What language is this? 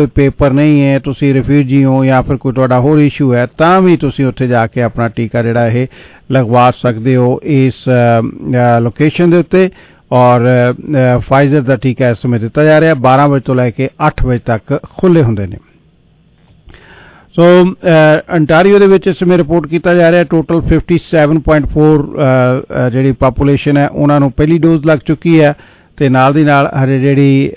Punjabi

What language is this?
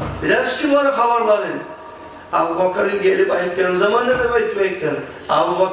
Kumyk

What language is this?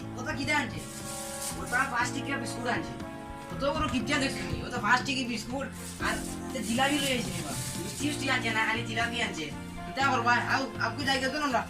Sylheti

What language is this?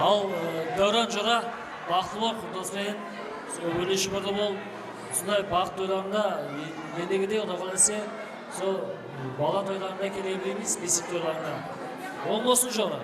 Kara-Kalpak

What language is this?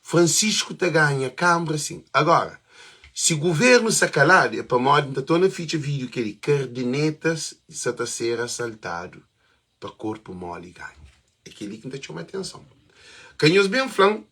Kabuverdianu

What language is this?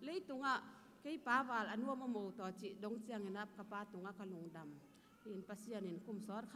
Tedim Chin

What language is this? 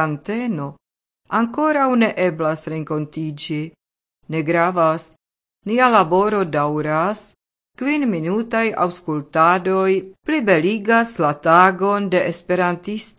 Esperanto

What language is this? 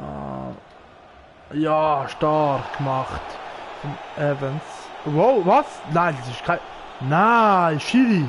Swiss German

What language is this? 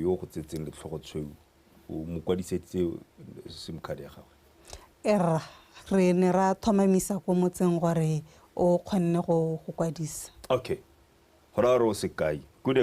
Tswana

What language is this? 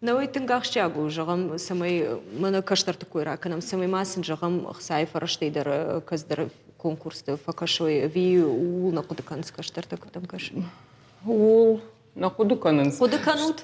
Ossetic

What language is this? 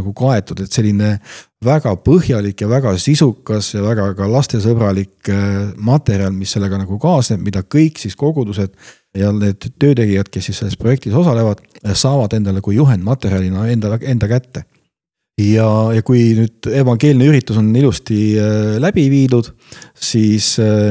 Estonian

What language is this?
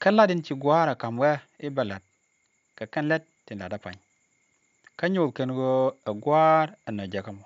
Nuer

